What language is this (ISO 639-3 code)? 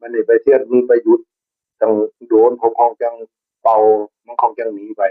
tts